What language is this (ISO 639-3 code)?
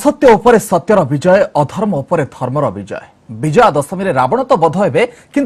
ori